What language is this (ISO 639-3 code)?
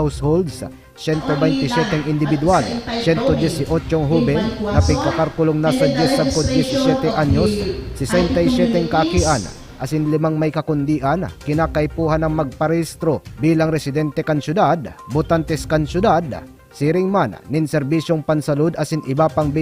bik